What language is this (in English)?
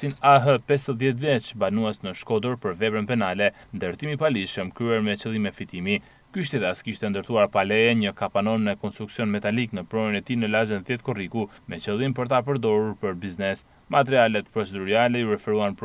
Albanian